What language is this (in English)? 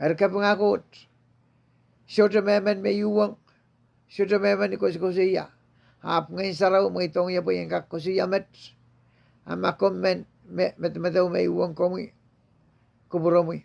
Pohnpeian